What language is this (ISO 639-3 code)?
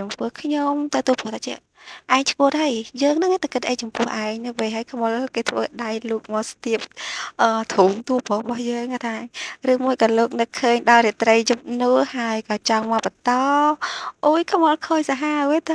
khm